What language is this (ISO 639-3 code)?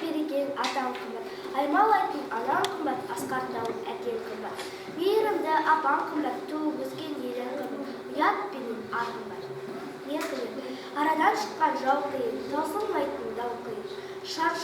kaz